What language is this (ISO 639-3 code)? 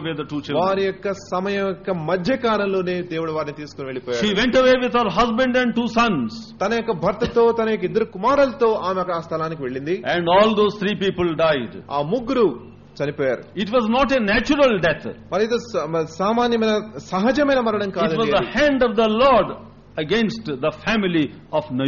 tel